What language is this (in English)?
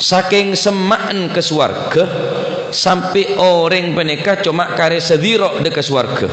Madurese